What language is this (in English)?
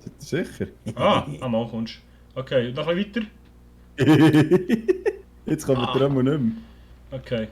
Swiss German